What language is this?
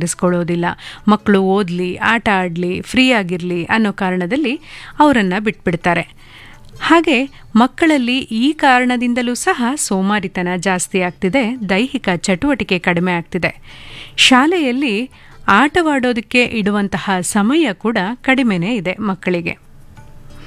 Kannada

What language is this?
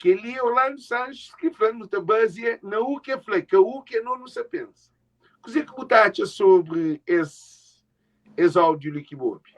Kabuverdianu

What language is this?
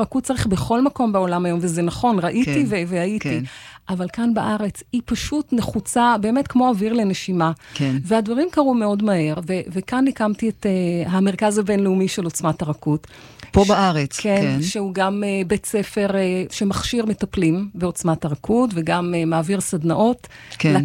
Hebrew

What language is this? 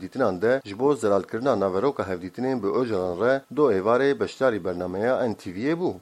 Kurdish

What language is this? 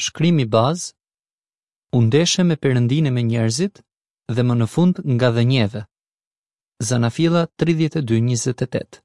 Albanian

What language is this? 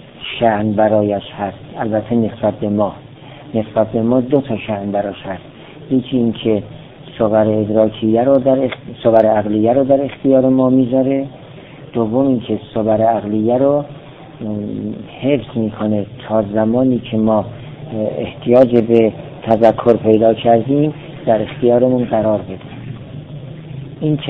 Persian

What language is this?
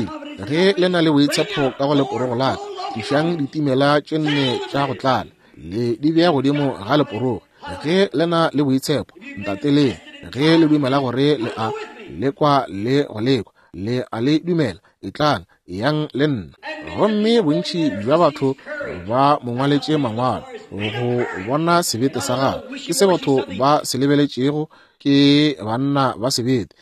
Northern Sotho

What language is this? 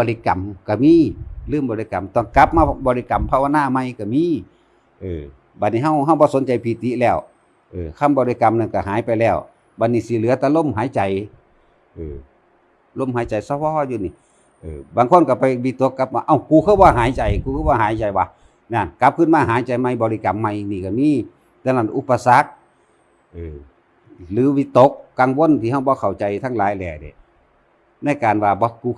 Northeastern Thai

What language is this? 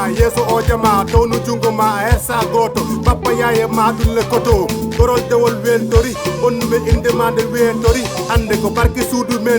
Fula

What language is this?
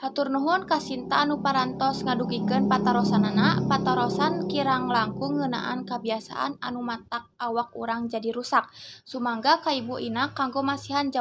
Sundanese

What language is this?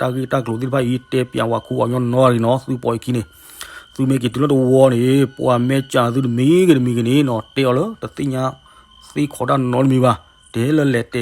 S'gaw Karen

